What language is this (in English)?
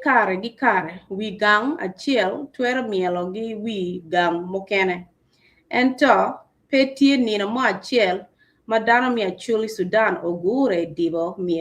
Acoli